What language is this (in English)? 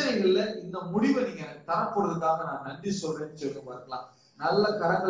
Tamil